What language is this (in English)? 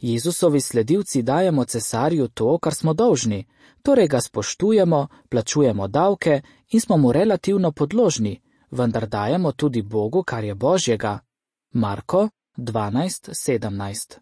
Slovenian